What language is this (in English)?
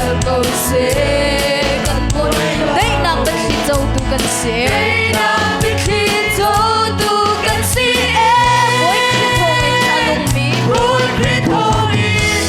Hakha Chin